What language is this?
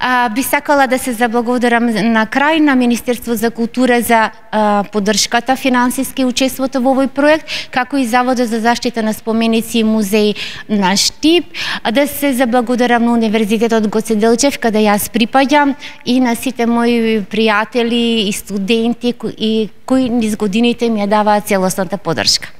Macedonian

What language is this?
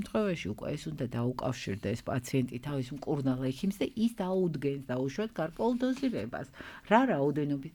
Georgian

